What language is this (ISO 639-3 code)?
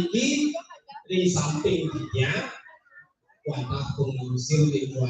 ban